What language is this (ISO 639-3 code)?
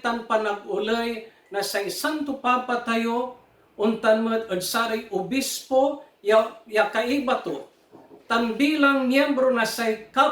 pag